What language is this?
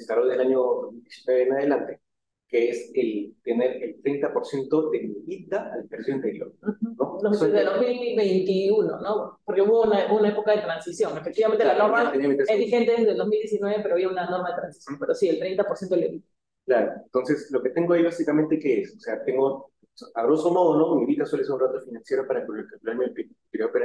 Spanish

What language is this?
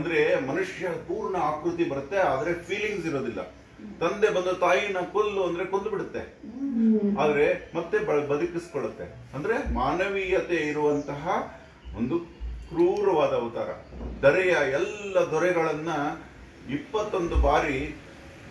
Kannada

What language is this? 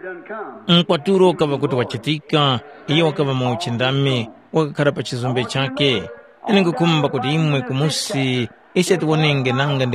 Tumbuka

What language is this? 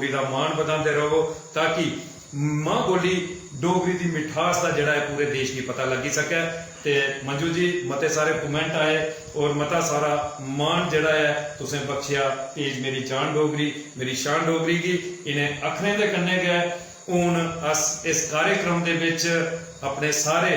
Dogri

